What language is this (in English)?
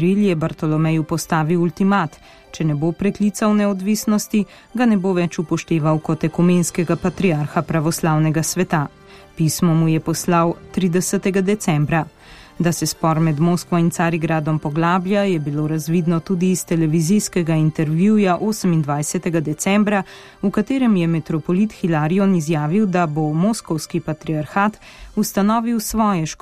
Slovenian